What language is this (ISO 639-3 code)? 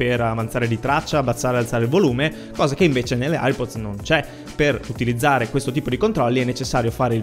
ita